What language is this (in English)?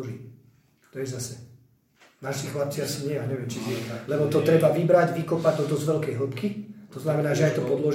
Slovak